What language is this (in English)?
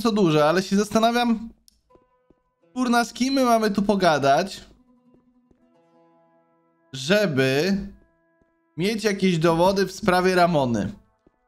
Polish